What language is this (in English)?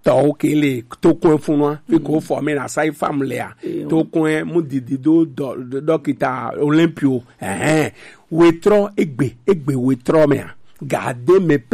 Gen